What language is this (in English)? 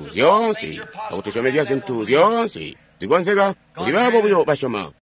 Tonga (Zambia)